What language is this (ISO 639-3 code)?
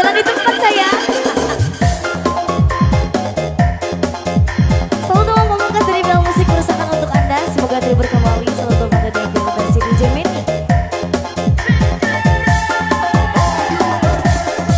ind